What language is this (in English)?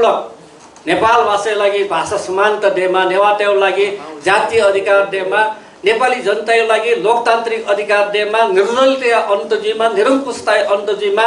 Newari